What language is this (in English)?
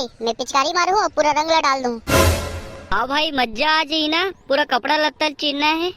Chhattisgarhi